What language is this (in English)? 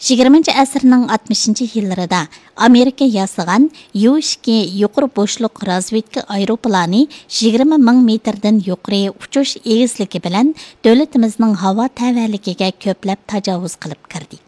Uyghur